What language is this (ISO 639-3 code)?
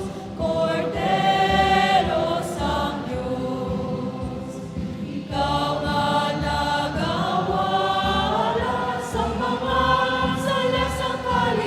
hil